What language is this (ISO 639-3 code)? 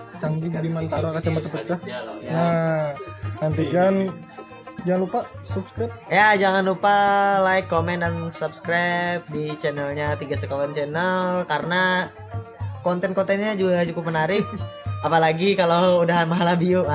bjn